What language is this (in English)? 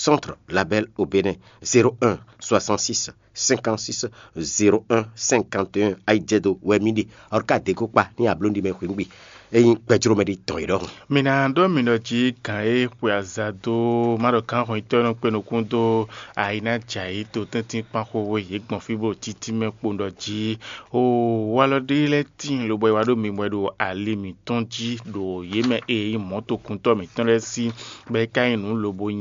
Fon